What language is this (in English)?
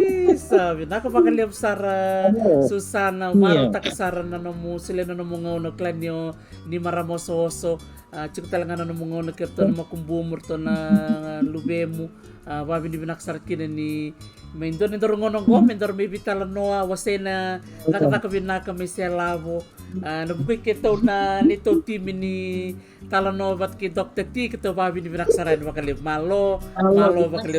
Fijian